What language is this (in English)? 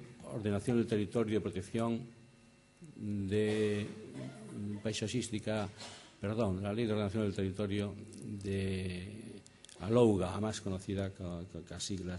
Galician